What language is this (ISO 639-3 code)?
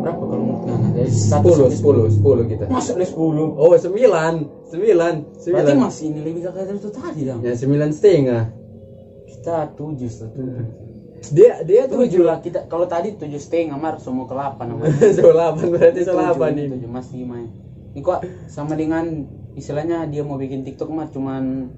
xmm